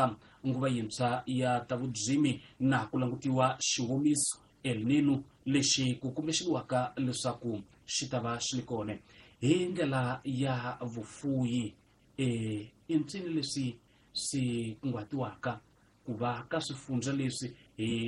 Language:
Tsonga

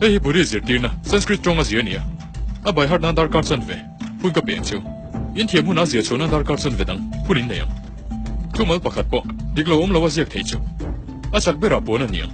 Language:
Mizo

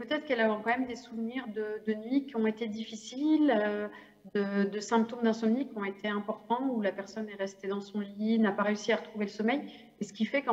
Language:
French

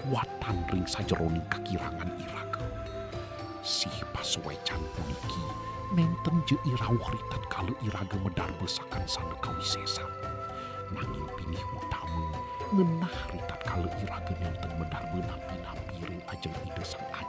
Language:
Balinese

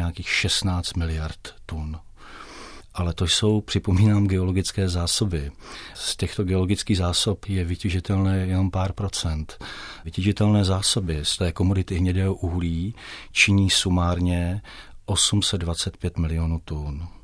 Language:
Czech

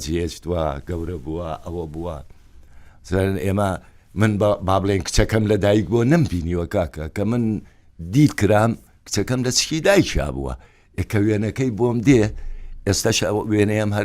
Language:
Central Kurdish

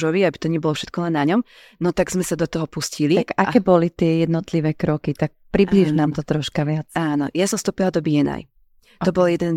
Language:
Slovak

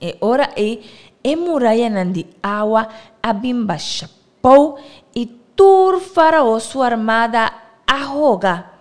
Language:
Papiamento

